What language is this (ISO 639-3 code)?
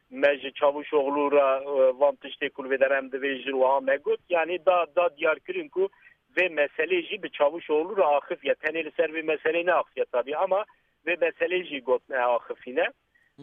kur